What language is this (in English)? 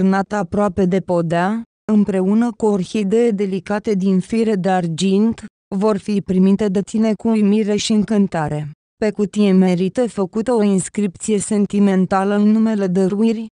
Romanian